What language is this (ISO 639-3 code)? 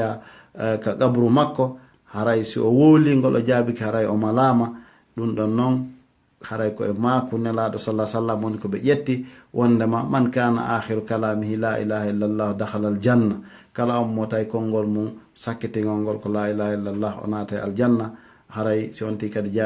ful